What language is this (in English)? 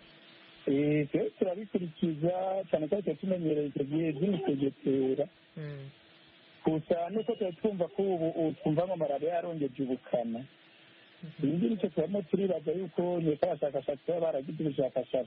Kinyarwanda